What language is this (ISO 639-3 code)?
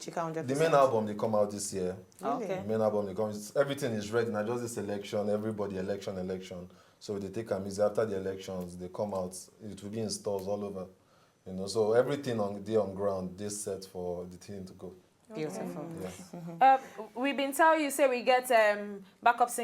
pcm